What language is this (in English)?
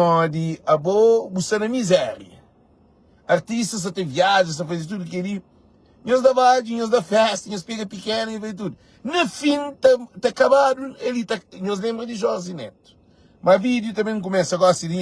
Kabuverdianu